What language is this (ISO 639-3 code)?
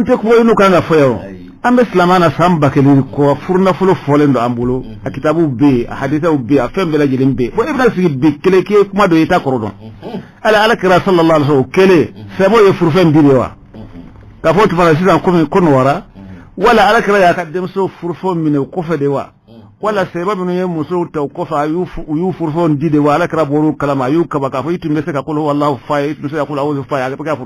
bam